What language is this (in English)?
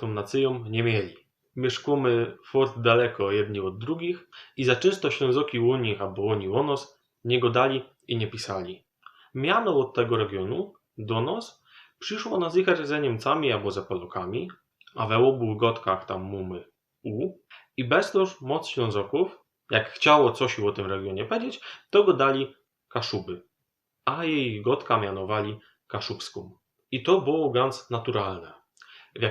Silesian